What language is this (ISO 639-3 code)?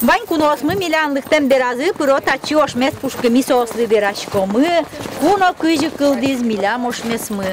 udm